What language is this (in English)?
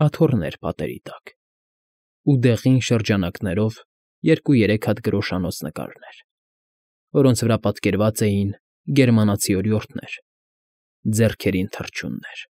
Armenian